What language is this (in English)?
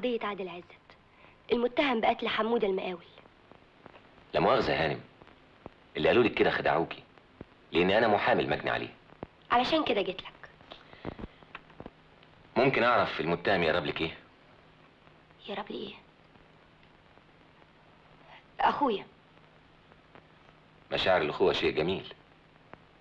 Egyptian Arabic